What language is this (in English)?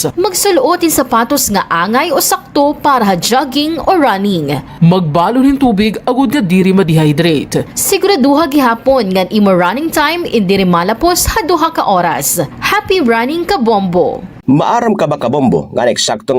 Waray